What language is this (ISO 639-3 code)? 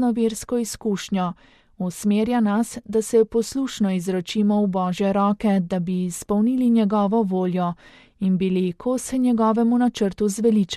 slv